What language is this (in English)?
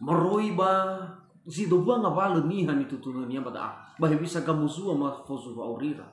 Nias